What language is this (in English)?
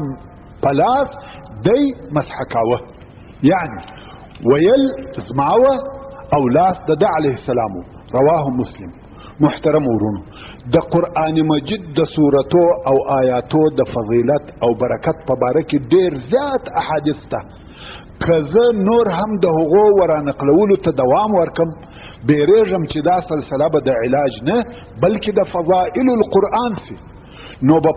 Pashto